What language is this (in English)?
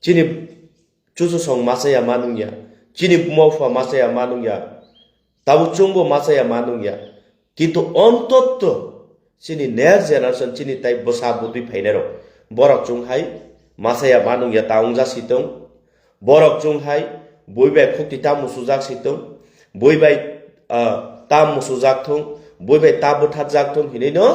Kok Borok